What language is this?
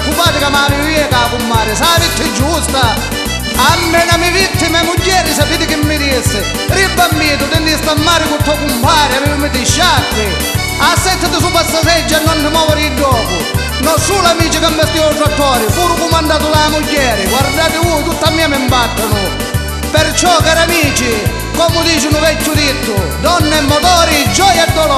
Sicilian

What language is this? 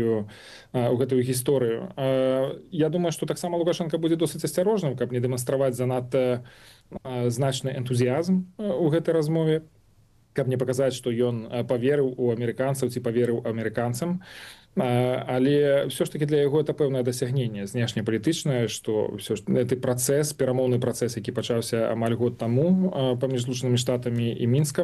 Belarusian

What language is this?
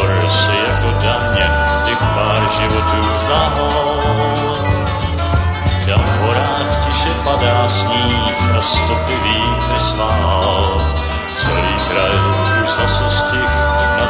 Czech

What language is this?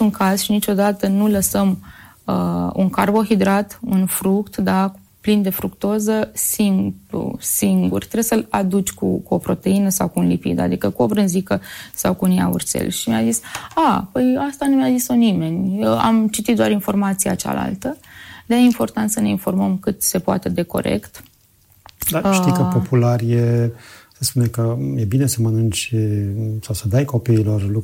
Romanian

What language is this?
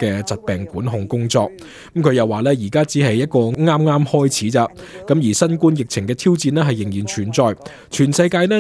Cantonese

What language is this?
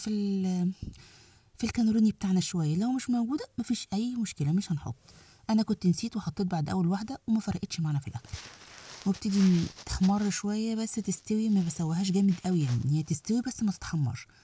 Egyptian Arabic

